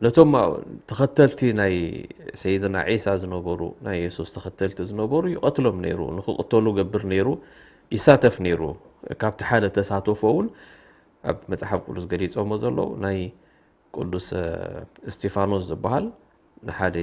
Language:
Tigrinya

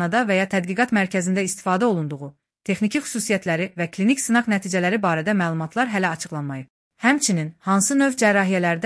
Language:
Azerbaijani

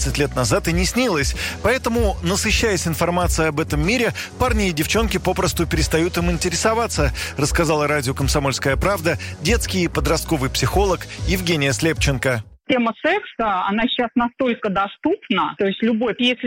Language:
Russian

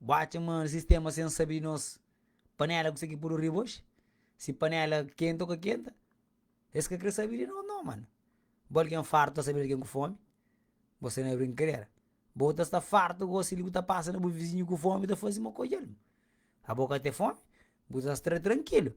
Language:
Kabuverdianu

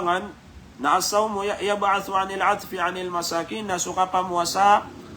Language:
Maranao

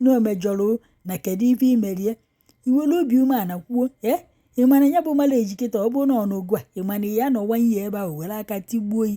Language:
Igbo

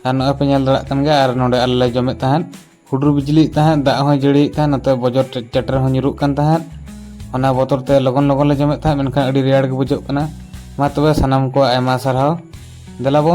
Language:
Santali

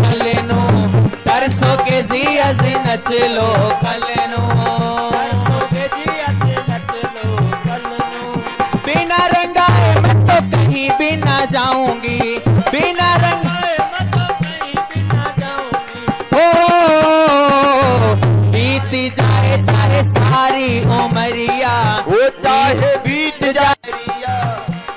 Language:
Hindi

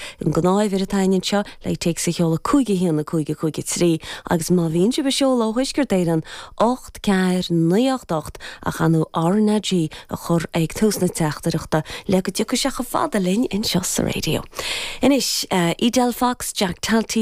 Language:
Irish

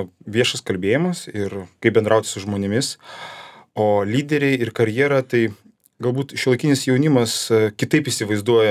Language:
Lithuanian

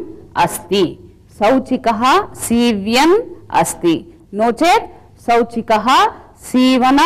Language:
Sanskrit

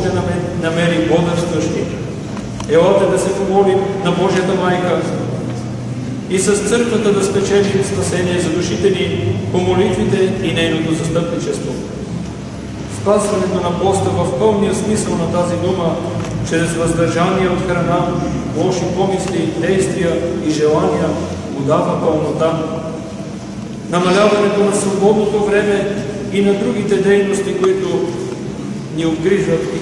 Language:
Bulgarian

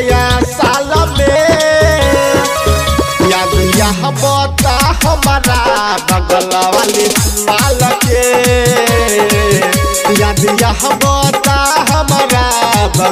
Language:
Bhojpuri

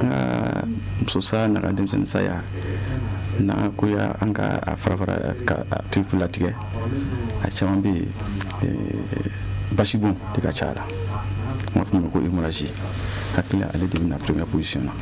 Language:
Bambara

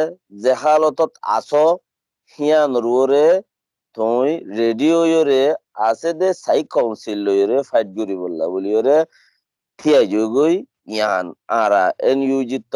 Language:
Rohingya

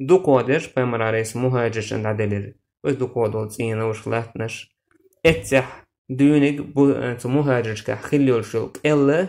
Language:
Chechen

